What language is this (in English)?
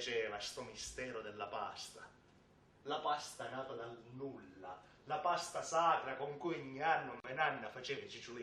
Sicilian